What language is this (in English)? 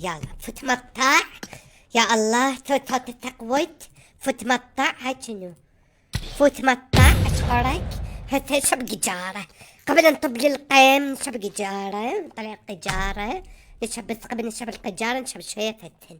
Mesopotamian Arabic